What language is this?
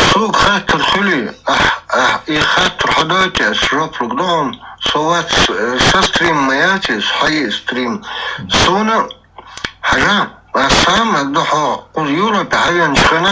Chechen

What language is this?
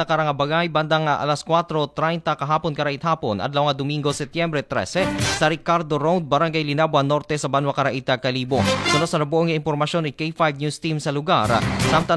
Aklanon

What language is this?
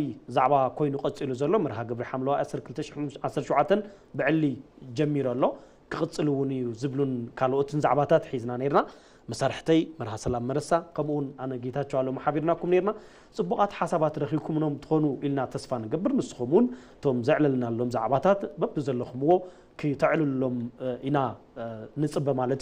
Tigrinya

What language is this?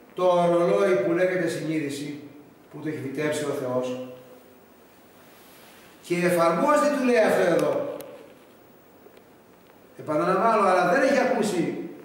Greek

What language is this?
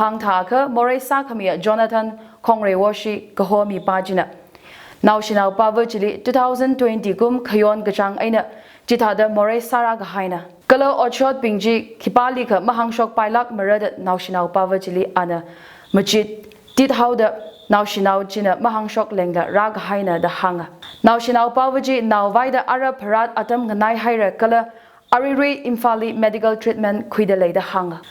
Tangkhul Naga (India)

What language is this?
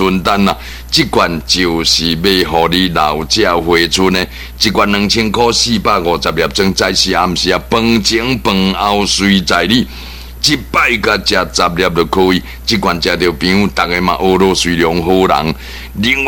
Min Nan Chinese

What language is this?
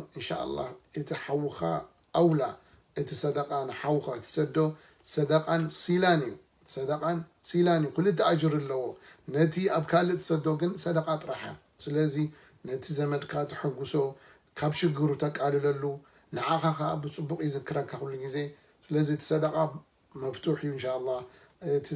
Tigrinya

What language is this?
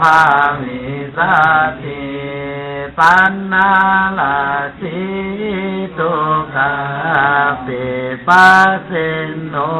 Pali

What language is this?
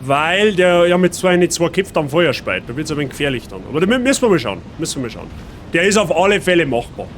Bavarian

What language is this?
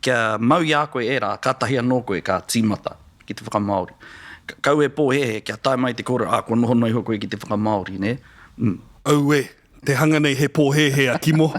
Māori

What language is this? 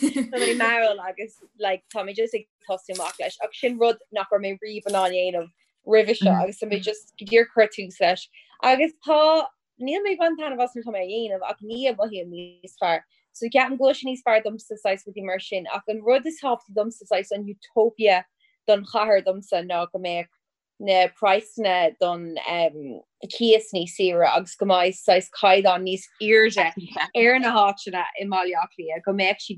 Irish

